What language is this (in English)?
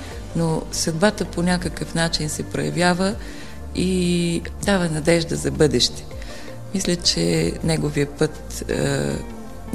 Bulgarian